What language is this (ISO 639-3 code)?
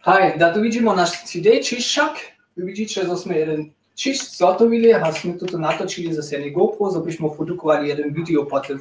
hsb